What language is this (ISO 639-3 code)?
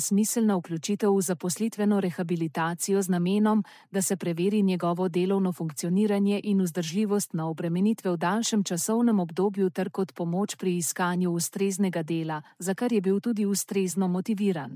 slv